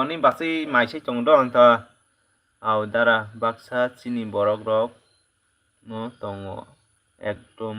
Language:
Kok Borok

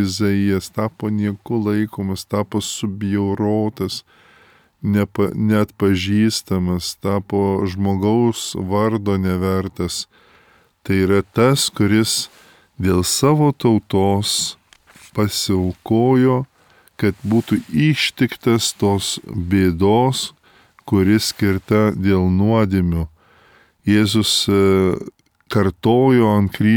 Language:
Lithuanian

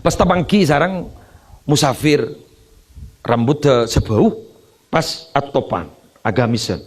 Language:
Madurese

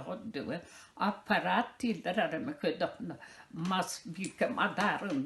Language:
Yakut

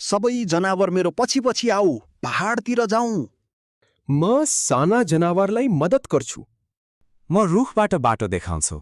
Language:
Nepali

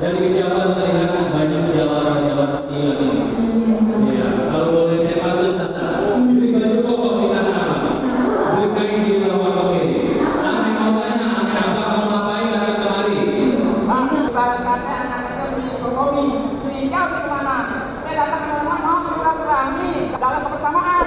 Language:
Betawi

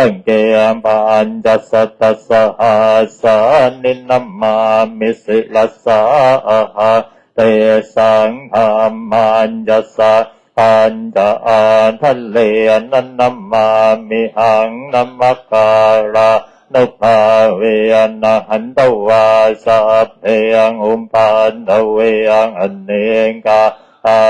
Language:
Pali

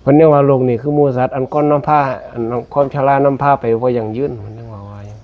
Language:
Northeastern Thai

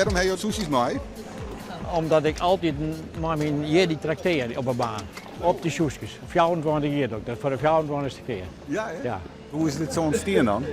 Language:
Western Frisian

